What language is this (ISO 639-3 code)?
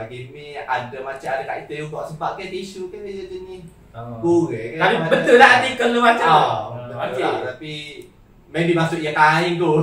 msa